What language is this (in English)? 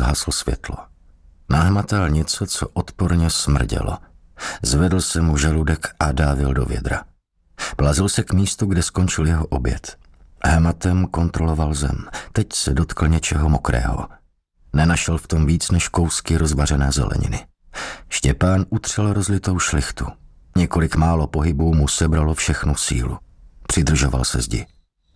Czech